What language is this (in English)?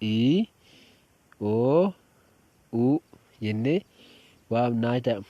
Oromo